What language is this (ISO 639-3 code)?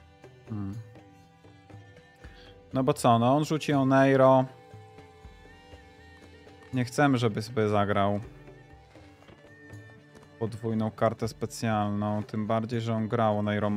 pol